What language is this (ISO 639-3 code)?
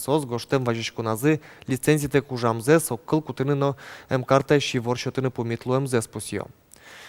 udm